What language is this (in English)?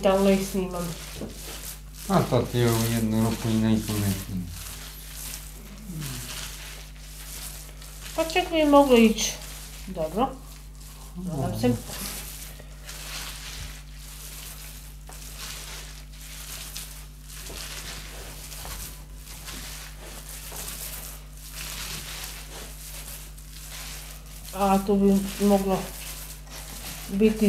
Croatian